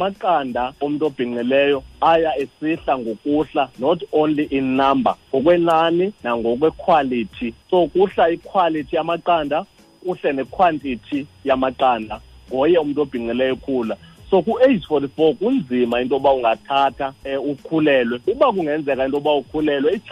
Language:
Xhosa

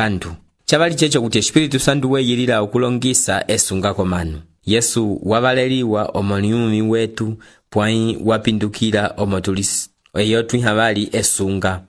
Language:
Umbundu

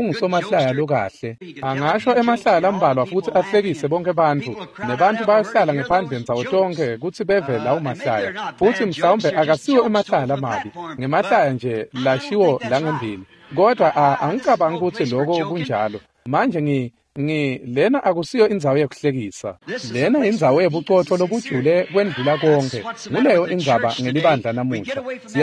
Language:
Swati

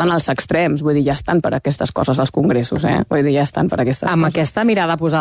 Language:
Catalan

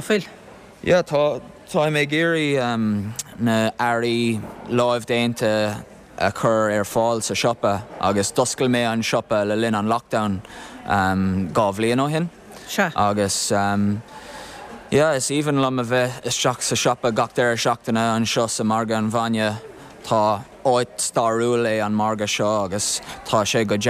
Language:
Irish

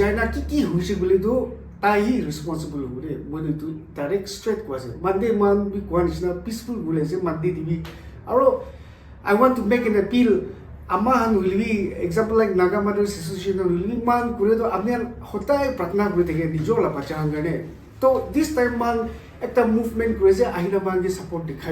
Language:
Naga Pidgin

